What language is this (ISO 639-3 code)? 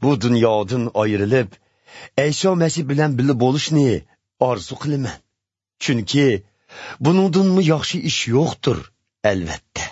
uig